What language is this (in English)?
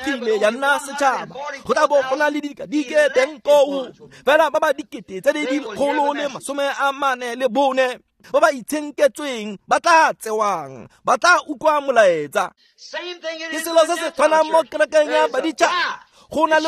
Tswana